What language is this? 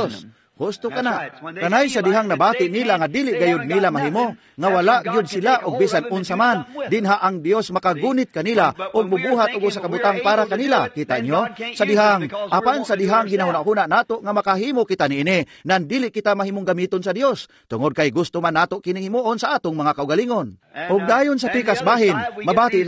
Cebuano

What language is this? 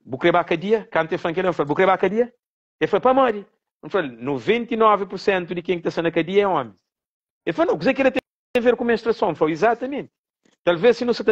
Kabuverdianu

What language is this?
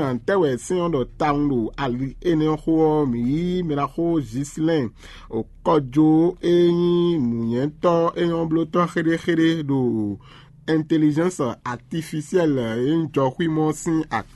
Fon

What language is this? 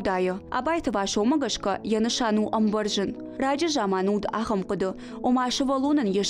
Ossetic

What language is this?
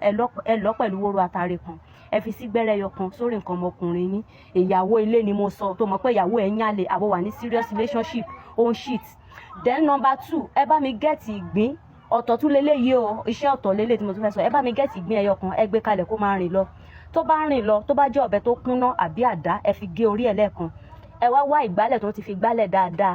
Yoruba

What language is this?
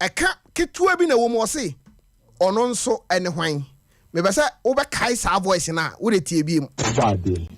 Akan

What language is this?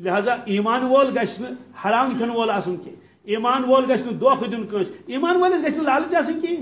Kashmiri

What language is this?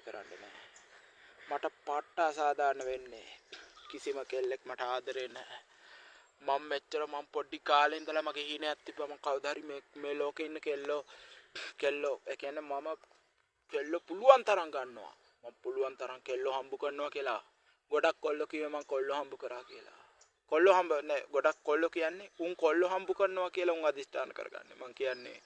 Sinhala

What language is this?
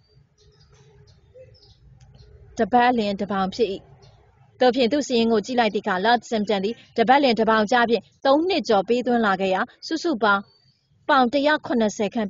Burmese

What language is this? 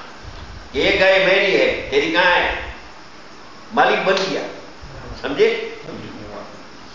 Gujarati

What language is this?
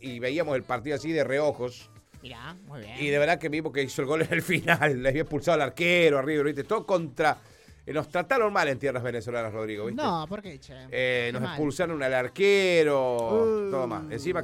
Spanish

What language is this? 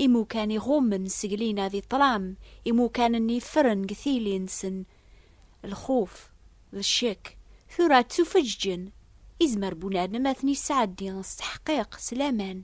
Kabyle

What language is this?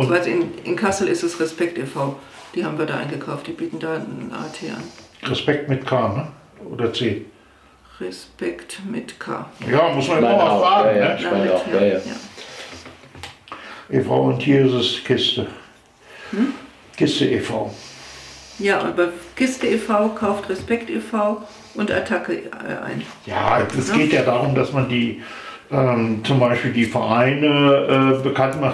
German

